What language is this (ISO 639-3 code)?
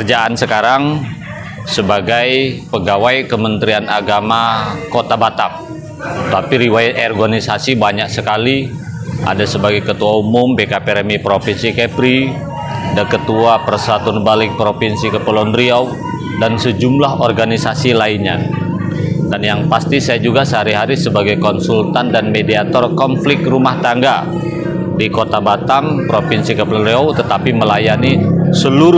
ind